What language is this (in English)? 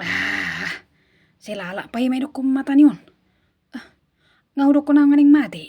Batak Toba